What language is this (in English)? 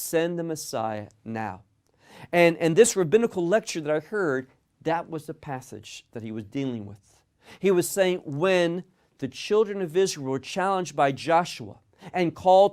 English